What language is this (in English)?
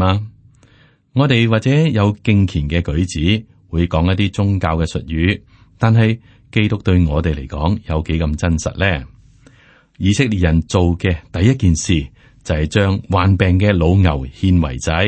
Cantonese